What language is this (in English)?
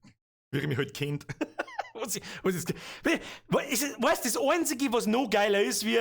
Bavarian